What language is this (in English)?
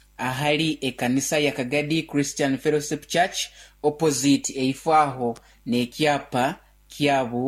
Nyoro